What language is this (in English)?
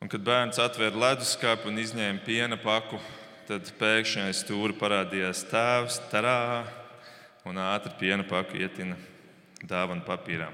Latvian